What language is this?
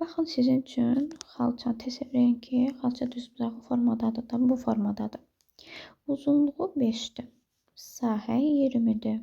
Azerbaijani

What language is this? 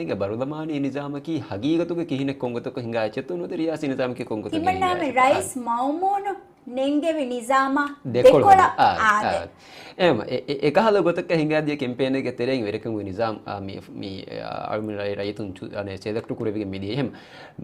Divehi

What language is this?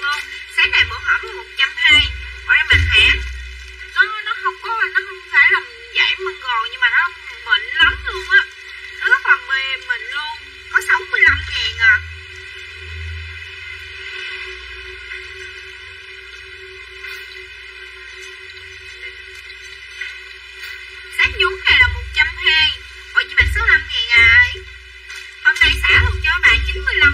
Vietnamese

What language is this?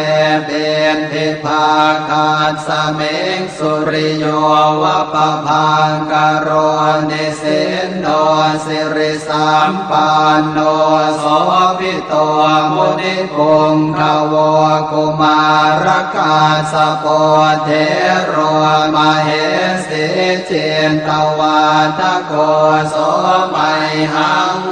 Pali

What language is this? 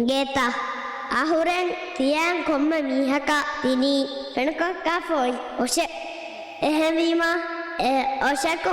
Divehi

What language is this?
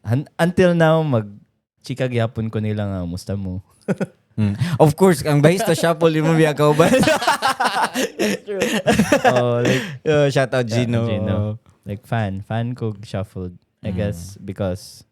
Cebuano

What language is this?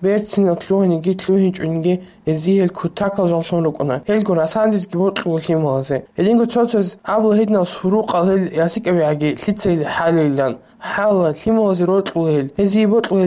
Avaric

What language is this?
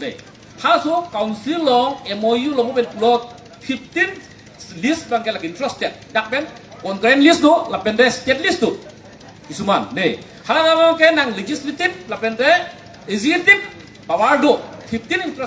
Karbi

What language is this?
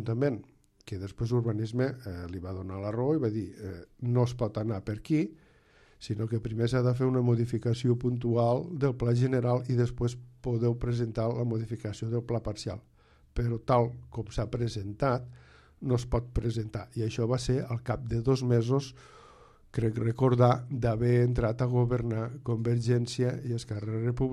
Catalan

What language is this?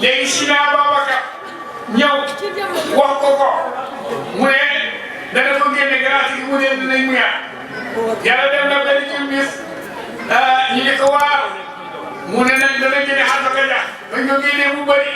Wolof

